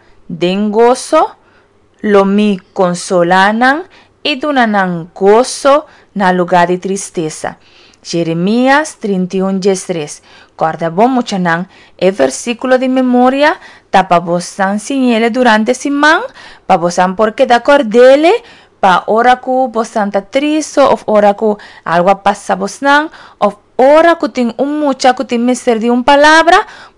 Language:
Papiamento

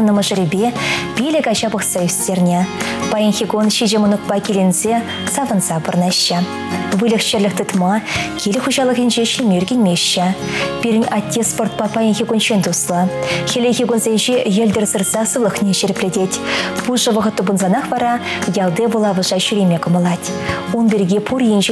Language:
Chuvash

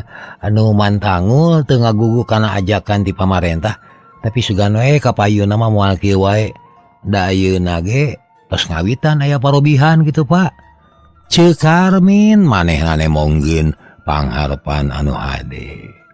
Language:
Sundanese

